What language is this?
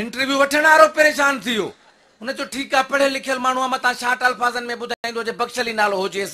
Sindhi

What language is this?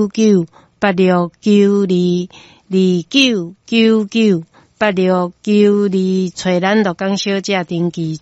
Min Nan Chinese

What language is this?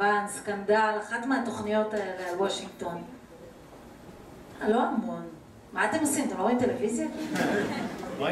Hebrew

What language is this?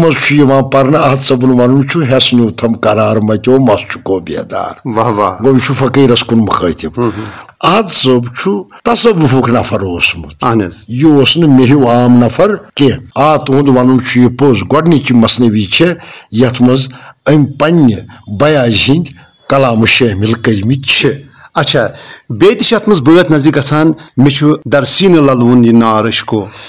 Kashmiri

